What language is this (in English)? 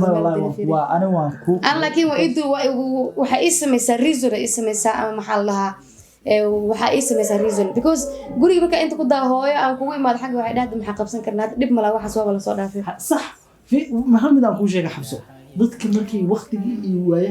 Somali